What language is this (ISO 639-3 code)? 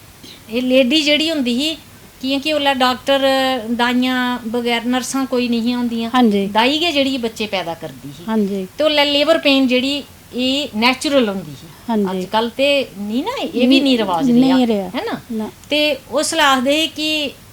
doi